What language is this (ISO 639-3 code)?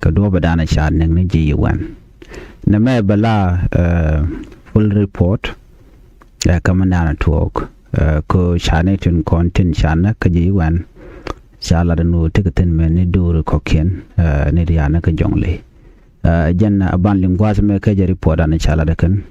nus